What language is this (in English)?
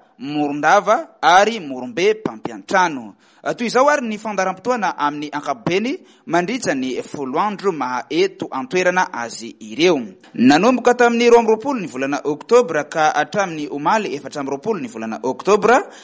Malagasy